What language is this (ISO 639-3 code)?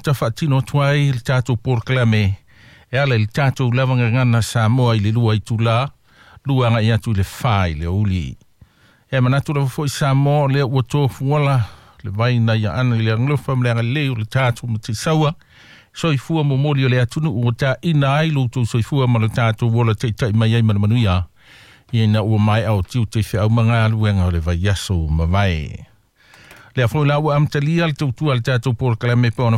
smo